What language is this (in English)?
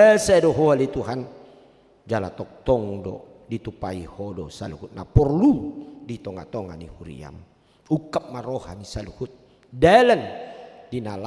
Batak Toba